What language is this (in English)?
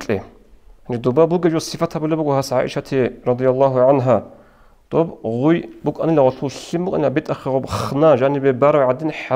Avaric